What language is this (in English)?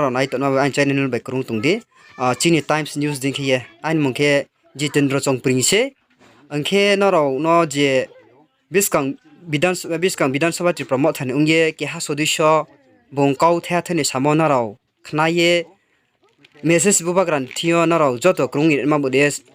Riang (India)